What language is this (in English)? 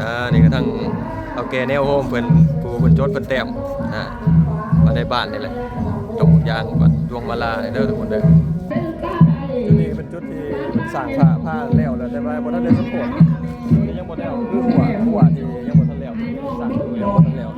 Lao